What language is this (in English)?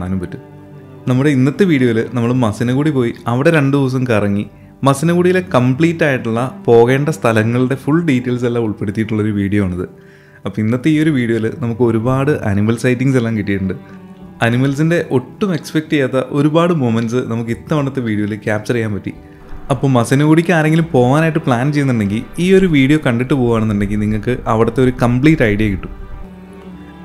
Malayalam